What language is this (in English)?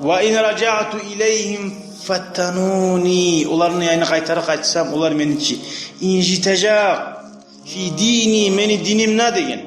Kumyk